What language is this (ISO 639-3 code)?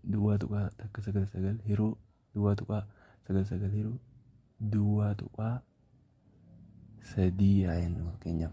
orm